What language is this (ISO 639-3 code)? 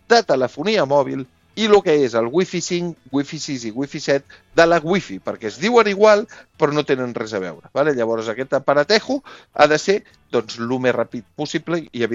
cat